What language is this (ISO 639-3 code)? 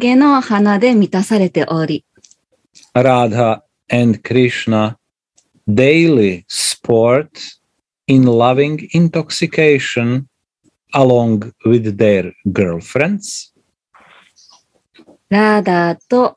jpn